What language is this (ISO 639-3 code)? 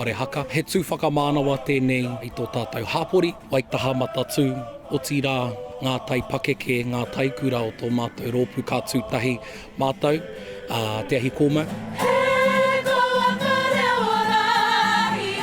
mri